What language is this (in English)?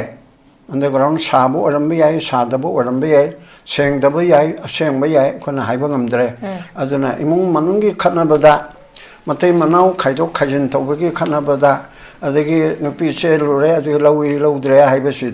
Manipuri